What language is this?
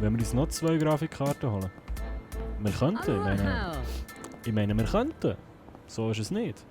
Swiss German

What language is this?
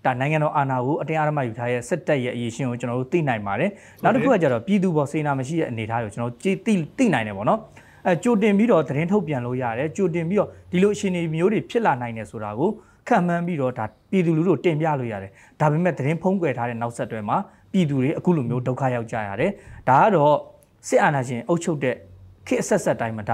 Burmese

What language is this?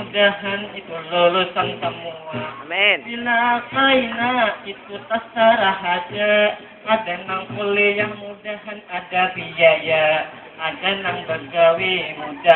Banjar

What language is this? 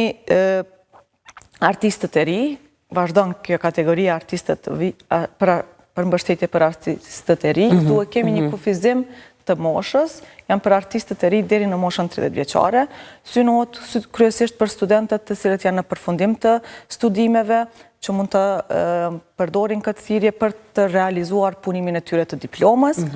Albanian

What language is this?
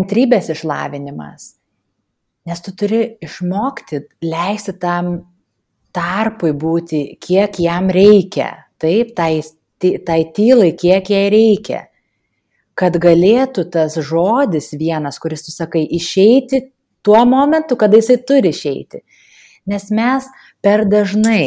Lithuanian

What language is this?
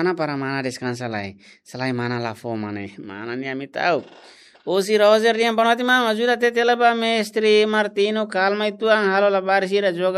Tetum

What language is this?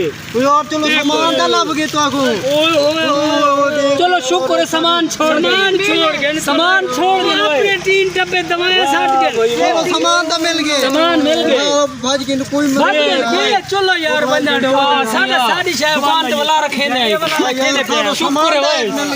Saraiki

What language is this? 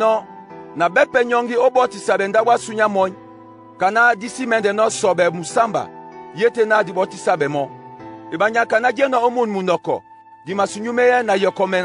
Duala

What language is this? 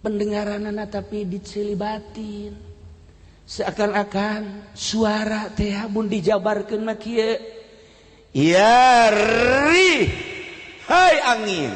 Sundanese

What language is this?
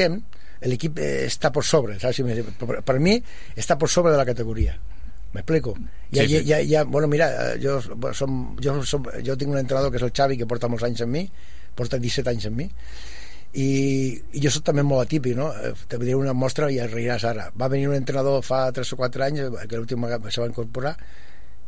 Catalan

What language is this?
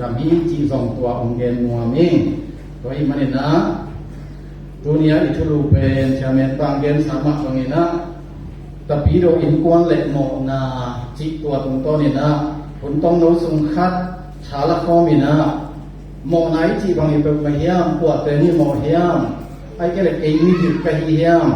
Tedim Chin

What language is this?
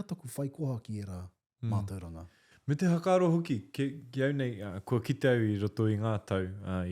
Māori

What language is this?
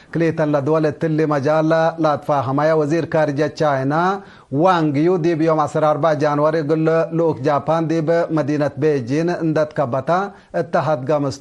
Tigre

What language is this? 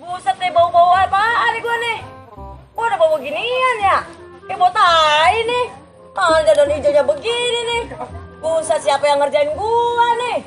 Betawi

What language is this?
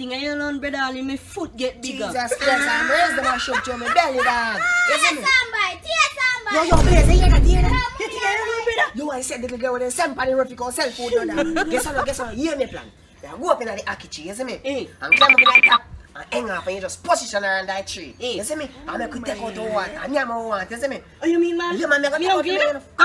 Jamaican Creole English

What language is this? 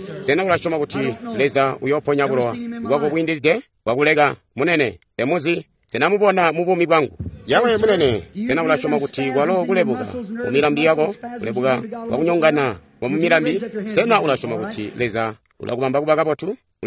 Tonga (Zambia)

